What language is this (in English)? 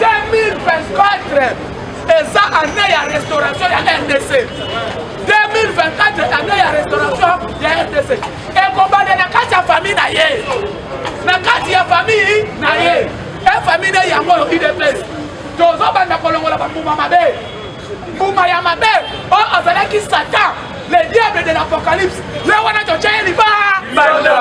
Lingala